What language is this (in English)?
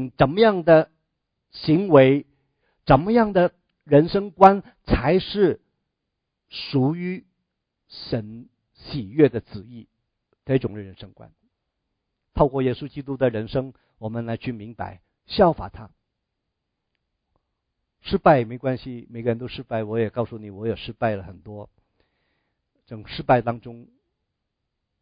Chinese